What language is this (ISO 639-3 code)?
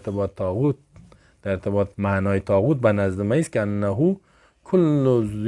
fas